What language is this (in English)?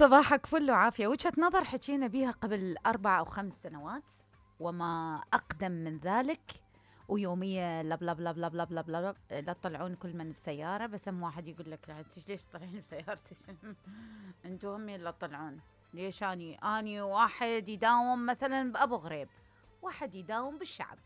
Mesopotamian Arabic